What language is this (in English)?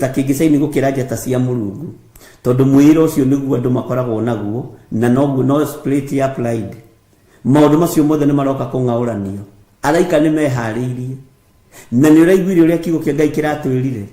Kikuyu